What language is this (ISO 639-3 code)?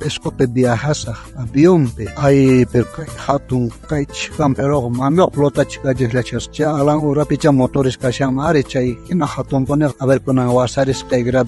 quh